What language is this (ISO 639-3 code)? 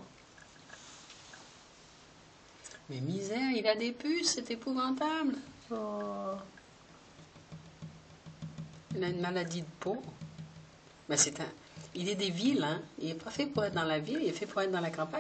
fra